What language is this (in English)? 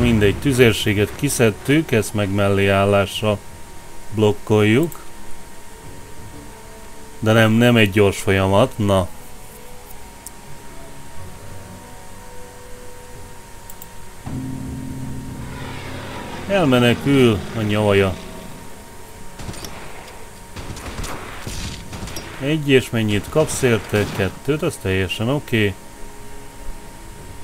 Hungarian